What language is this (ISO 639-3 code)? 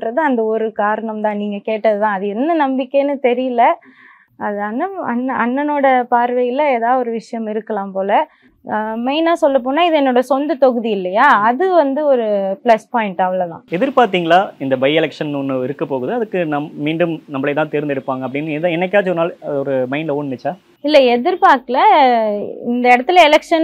tam